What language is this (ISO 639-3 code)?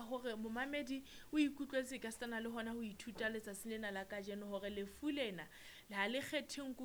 sot